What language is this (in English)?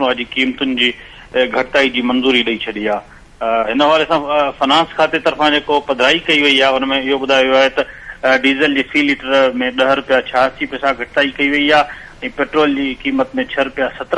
Sindhi